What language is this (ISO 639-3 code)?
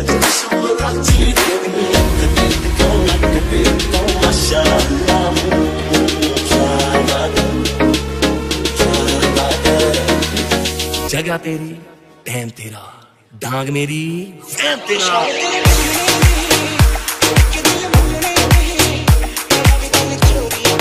pan